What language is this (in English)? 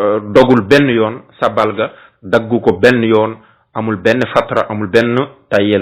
Wolof